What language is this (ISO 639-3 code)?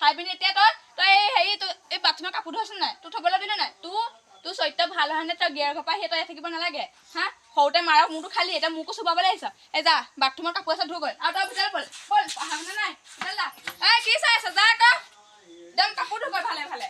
asm